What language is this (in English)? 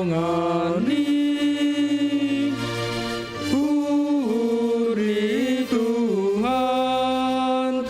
Batak Simalungun